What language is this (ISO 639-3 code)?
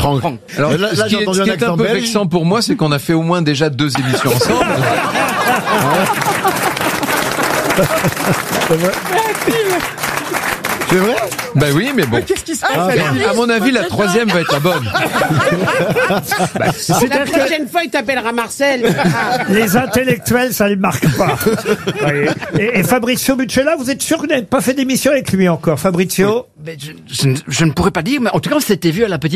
fra